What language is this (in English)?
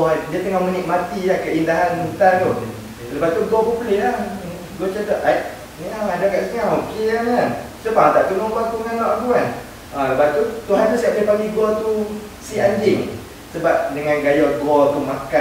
Malay